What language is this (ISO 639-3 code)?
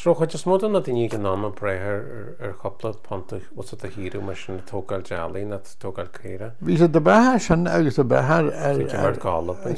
gle